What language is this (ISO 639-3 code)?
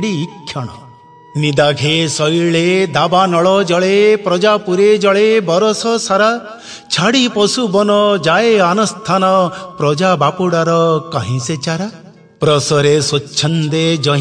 ori